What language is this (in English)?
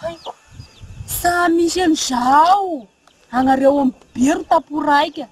Malagasy